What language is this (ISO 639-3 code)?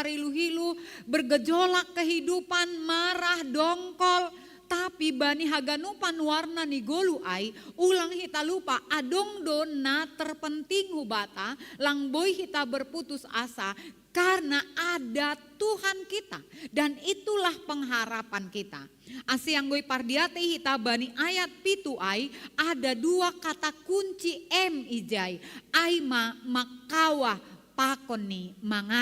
bts